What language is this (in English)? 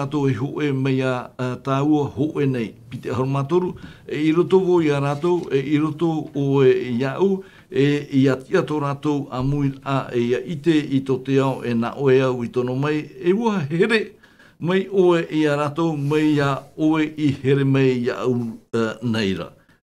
Tahitian